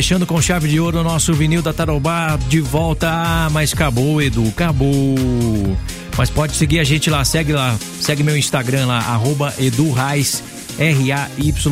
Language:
Portuguese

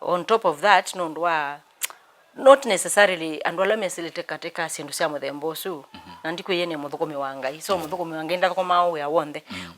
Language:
Kamba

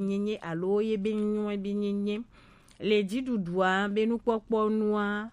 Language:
Gen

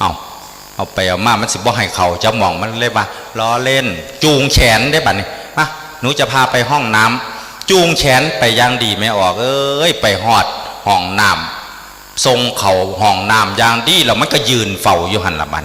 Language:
Northeastern Thai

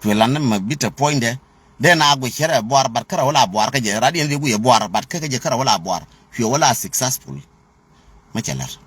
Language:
Nuer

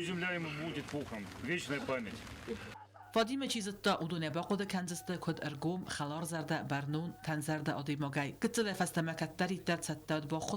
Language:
Ossetic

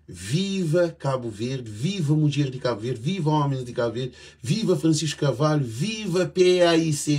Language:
Kabuverdianu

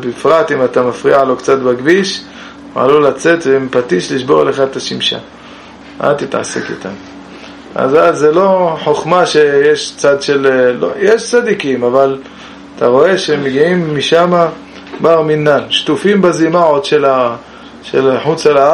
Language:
Hebrew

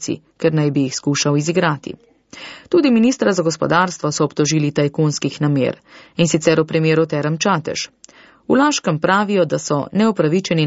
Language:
Slovenian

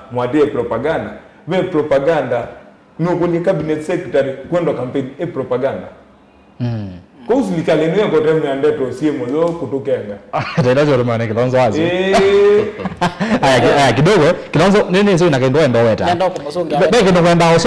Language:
Kamba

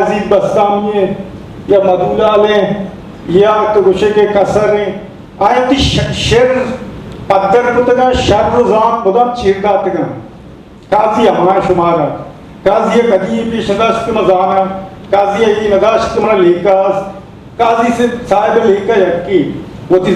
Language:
Eastern Balochi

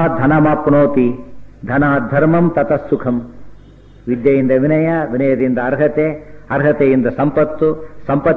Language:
Kannada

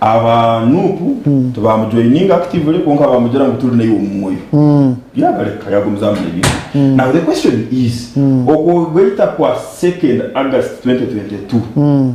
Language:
Nyankole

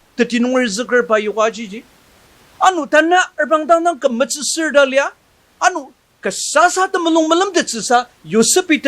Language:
Ao Naga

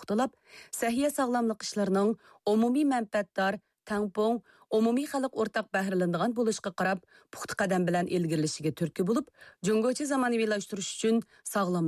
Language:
Uyghur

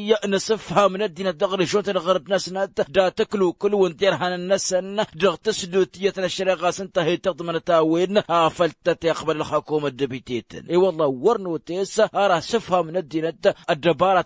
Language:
Tamasheq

